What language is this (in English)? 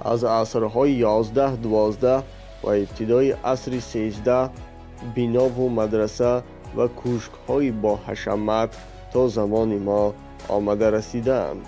Tajik